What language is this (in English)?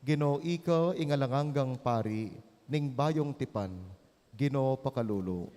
Pampanga